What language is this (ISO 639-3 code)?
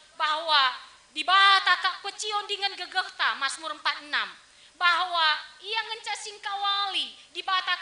btx